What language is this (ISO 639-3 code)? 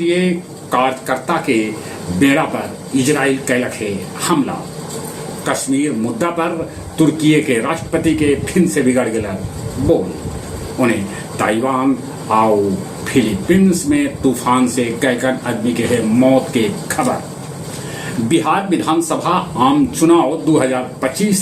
mag